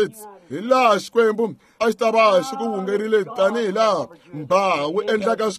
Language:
Tsonga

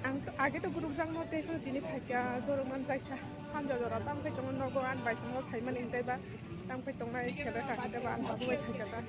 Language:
Kok Borok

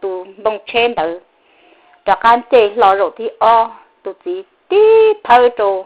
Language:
Hmong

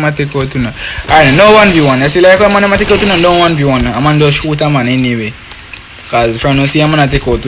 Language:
Jamaican Creole English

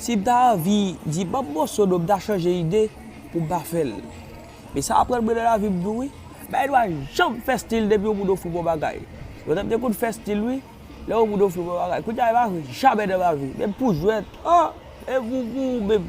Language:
Haitian Creole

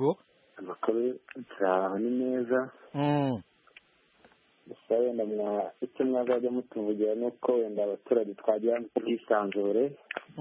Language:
Kinyarwanda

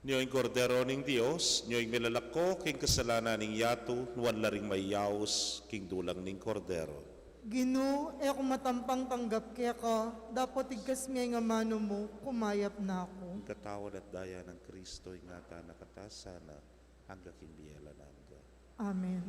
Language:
Pampanga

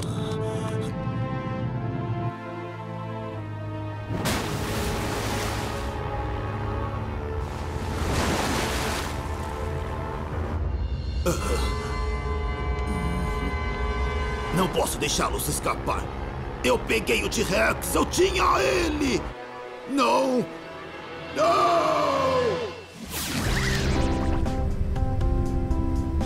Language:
Portuguese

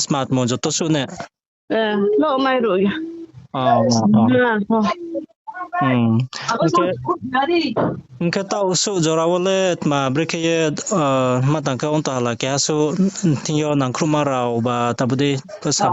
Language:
Riang (India)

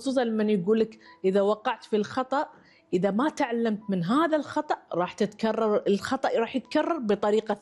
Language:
Gulf Arabic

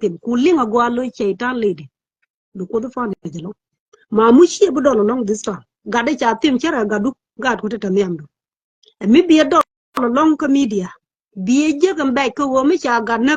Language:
Nuer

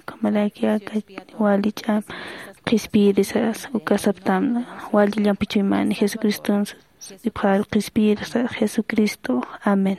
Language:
Aymara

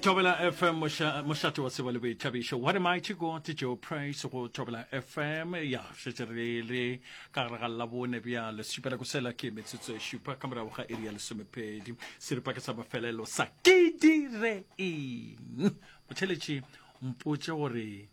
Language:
Northern Sotho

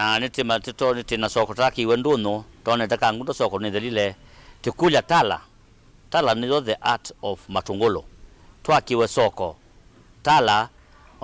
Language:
Kamba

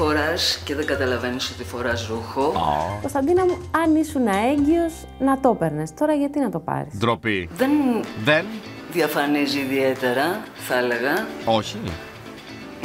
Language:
Greek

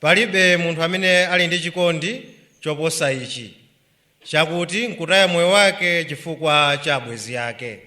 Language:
Nyanja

